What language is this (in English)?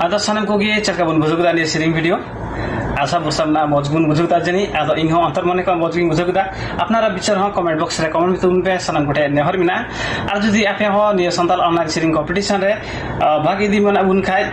Santali